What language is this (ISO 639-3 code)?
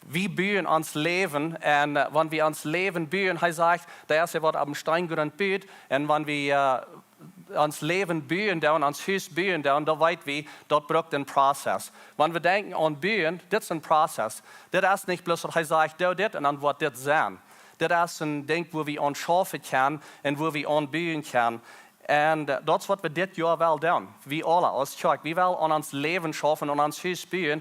pdt